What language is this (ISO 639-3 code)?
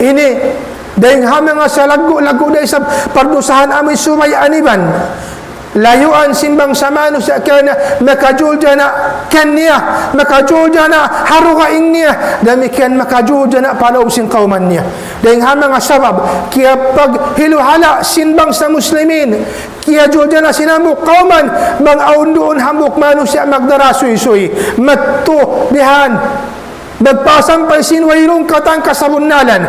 tsg